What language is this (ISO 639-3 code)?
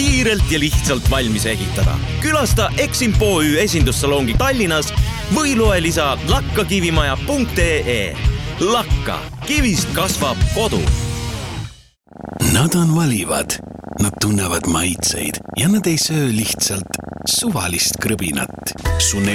est